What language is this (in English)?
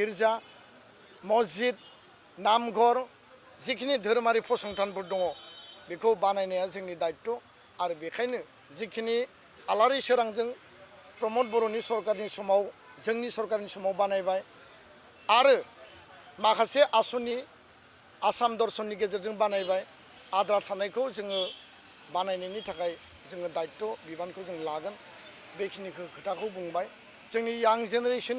Bodo